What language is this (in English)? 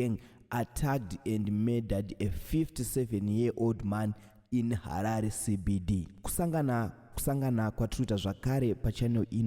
Shona